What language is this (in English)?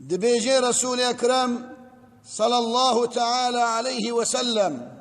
Kurdish